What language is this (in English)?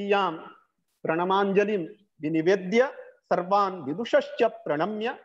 Sanskrit